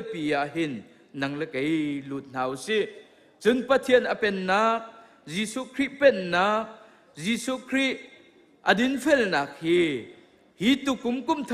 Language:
Hakha Chin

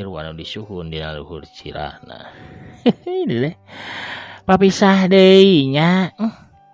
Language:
Sundanese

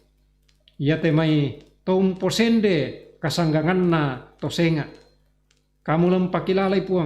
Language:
Toraja-Sa'dan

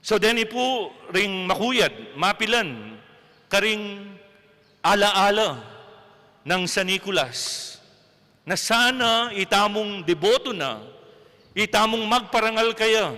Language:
Pampanga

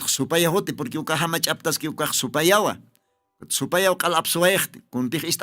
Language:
Aymara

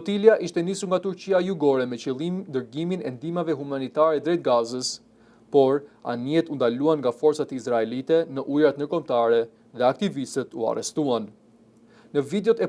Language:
Albanian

